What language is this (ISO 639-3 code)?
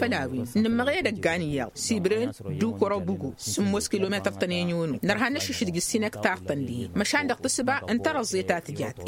taq